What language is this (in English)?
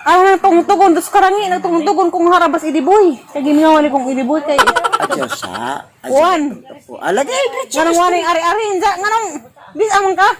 Cebuano